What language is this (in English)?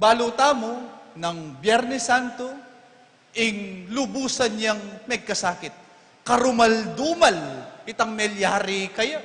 Pampanga